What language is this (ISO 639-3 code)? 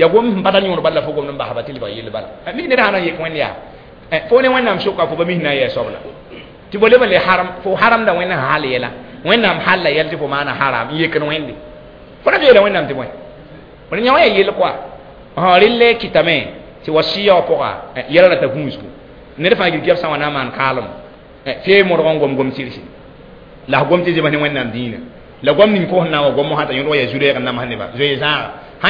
mos